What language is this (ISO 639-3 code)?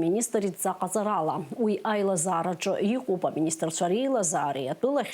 abk